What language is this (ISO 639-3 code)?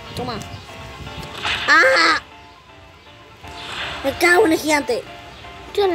spa